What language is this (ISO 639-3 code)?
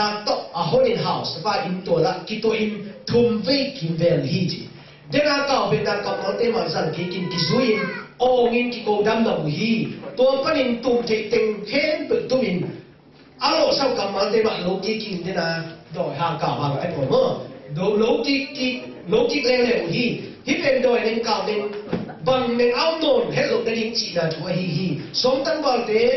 ctd